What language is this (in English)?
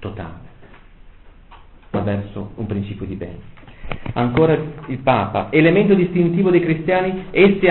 Italian